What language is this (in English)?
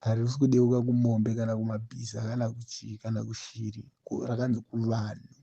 Shona